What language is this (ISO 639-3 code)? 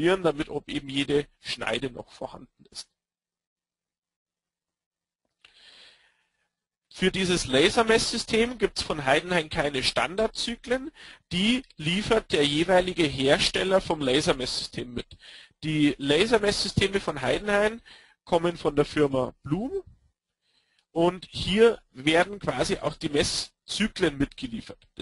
deu